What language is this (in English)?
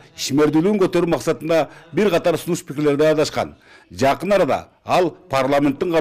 Kyrgyz